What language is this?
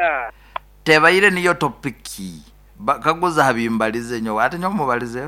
Nyoro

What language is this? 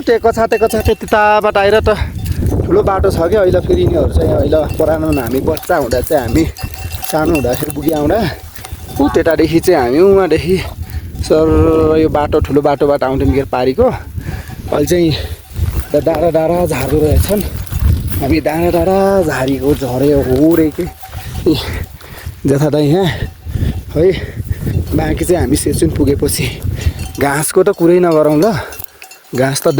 Nepali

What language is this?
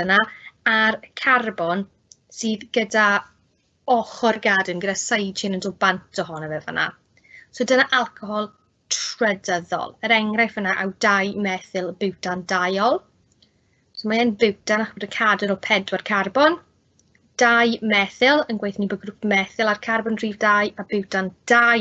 Welsh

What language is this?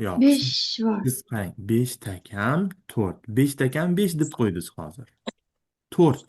Uzbek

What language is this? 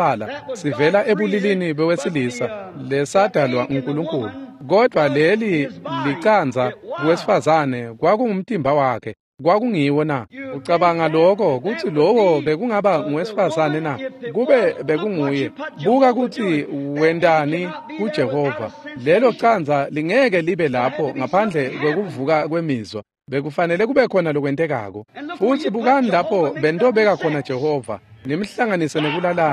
Swati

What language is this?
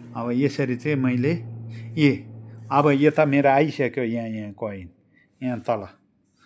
Nepali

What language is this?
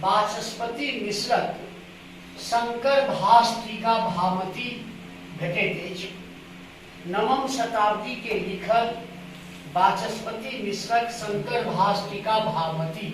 Maithili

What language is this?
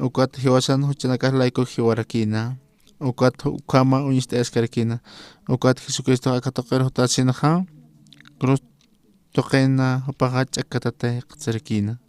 Aymara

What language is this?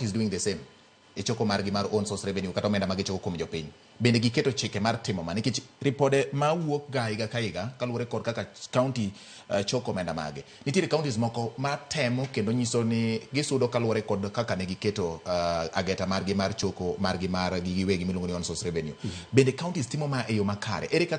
Luo (Kenya and Tanzania)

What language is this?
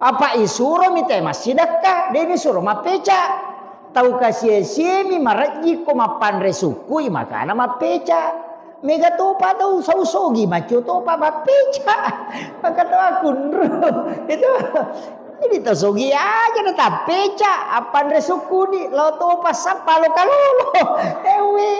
Buginese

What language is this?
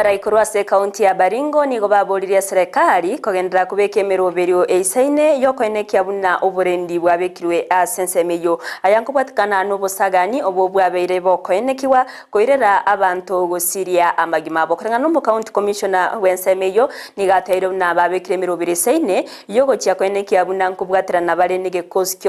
Gusii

